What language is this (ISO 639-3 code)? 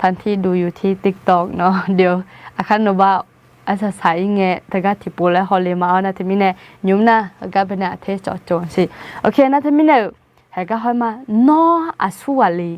ahk